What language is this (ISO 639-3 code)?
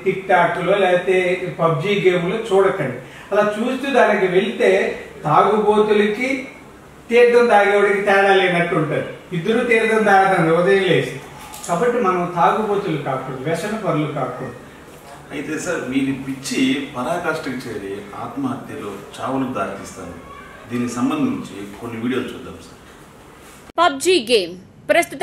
tel